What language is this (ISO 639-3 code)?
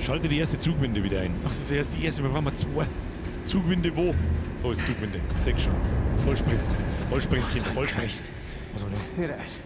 bar